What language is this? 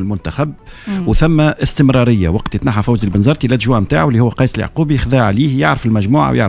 Tunisian Arabic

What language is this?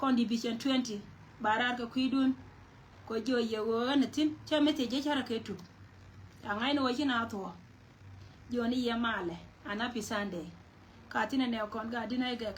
Nuer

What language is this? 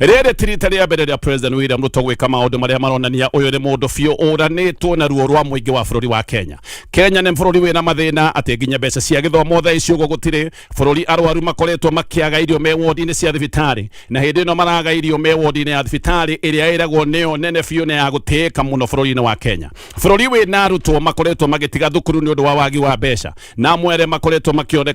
Kikuyu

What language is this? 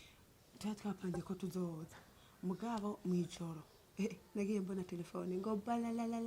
Rundi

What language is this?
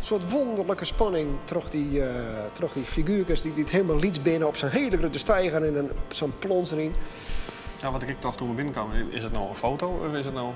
Western Frisian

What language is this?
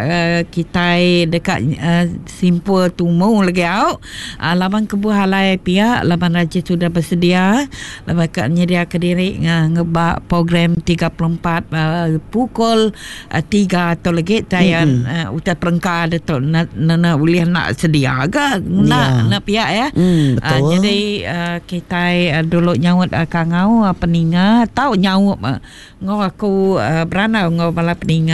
Iban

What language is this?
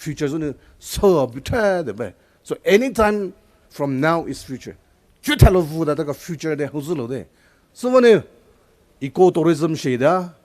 Poumei Naga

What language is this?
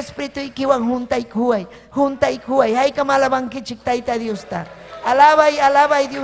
Ayacucho Quechua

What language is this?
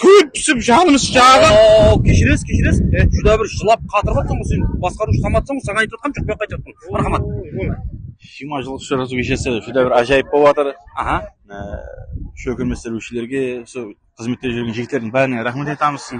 Kara-Kalpak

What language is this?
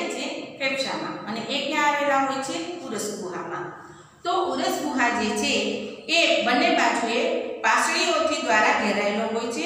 Gujarati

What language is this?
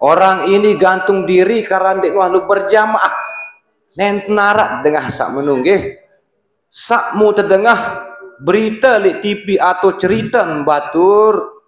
Sasak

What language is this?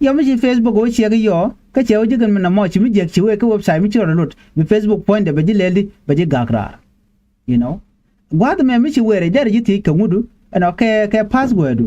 Nuer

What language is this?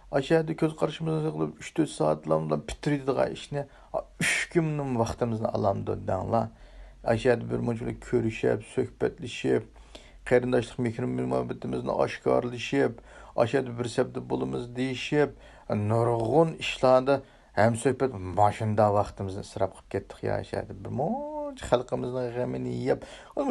Uyghur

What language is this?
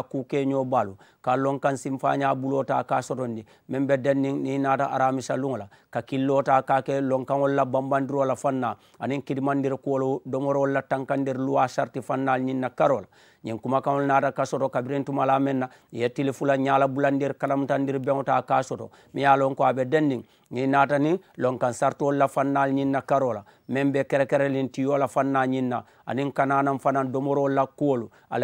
Mandingo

